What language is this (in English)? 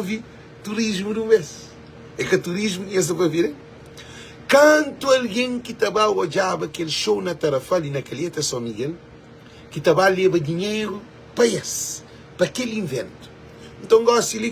Kabuverdianu